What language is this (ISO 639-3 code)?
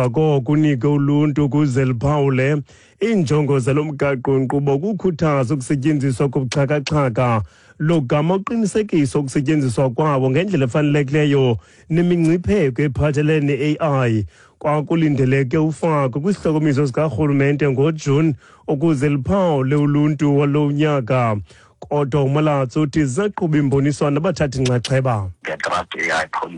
xho